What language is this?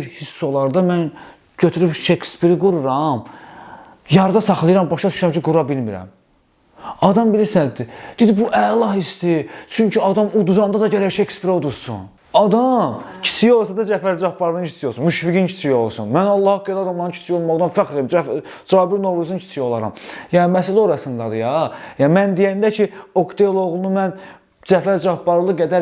Azerbaijani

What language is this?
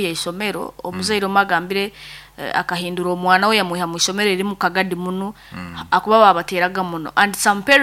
Nyoro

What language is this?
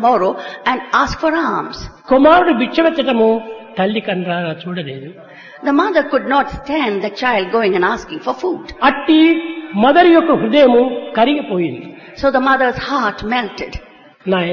Telugu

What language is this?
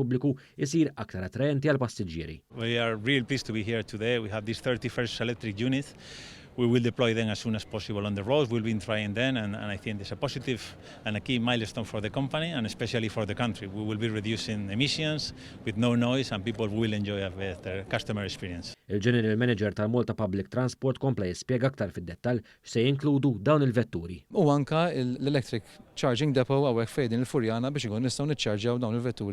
Maltese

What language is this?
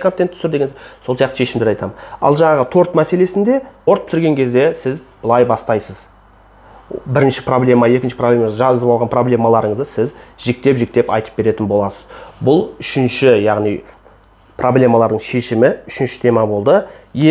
Kazakh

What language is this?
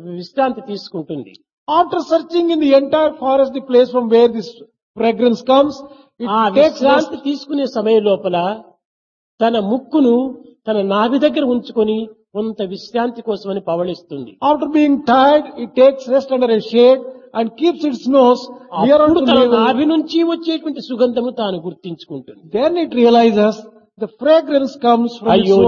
Telugu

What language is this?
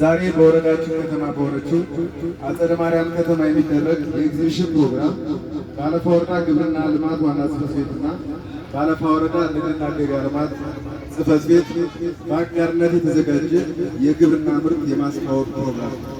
Amharic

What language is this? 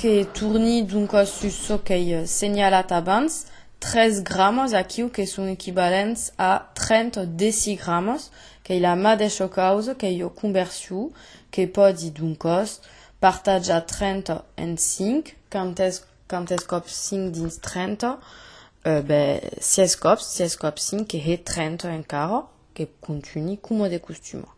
Occitan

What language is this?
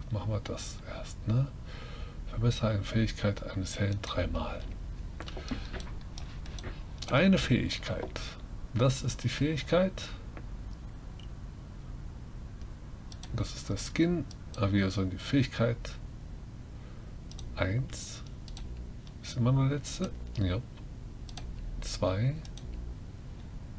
German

